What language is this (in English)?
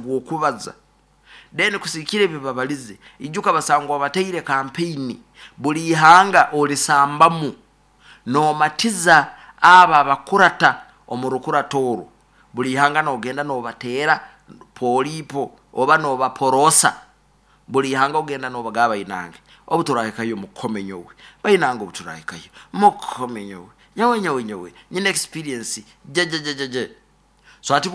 Nyoro